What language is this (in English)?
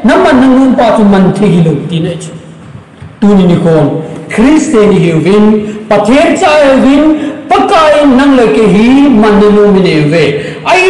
Thado Chin